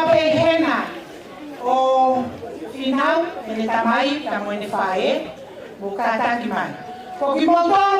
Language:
Tongan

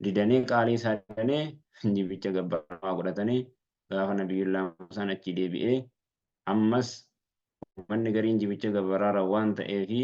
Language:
Oromo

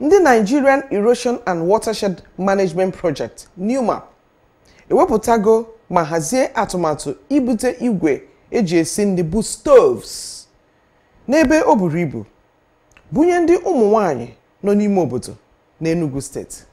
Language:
Igbo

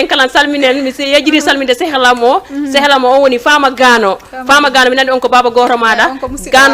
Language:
Fula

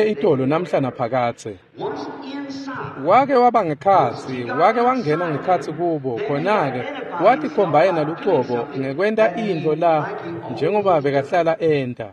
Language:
Swati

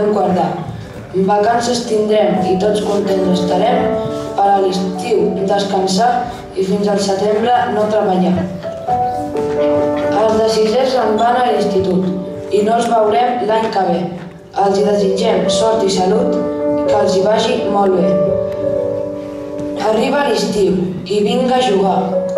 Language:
Catalan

